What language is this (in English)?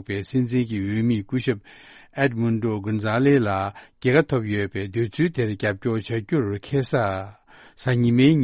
Tibetan